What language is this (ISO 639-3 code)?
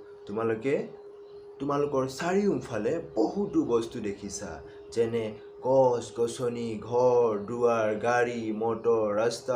asm